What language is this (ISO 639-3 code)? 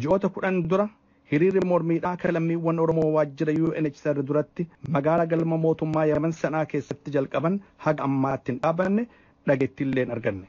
orm